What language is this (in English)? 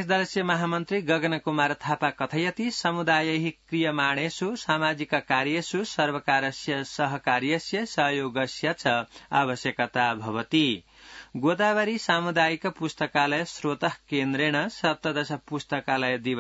Sanskrit